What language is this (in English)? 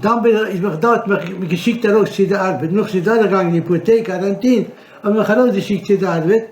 Yiddish